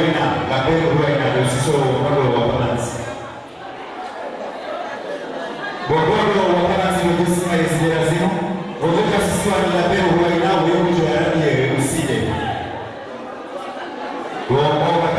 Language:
Swahili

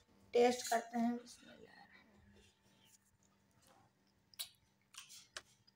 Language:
Hindi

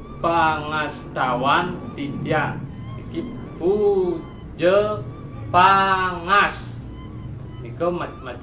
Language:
Balinese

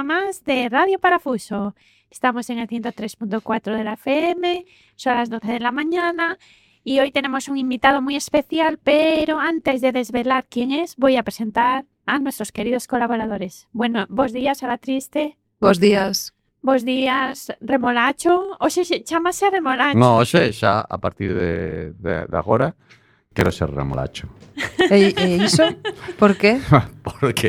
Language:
Galician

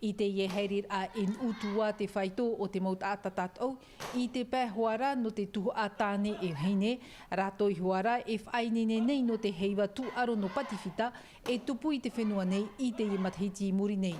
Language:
Tahitian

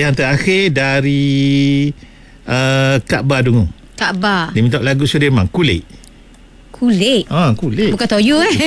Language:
Malay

